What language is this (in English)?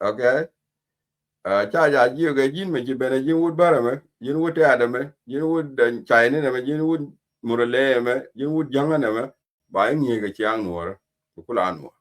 Nuer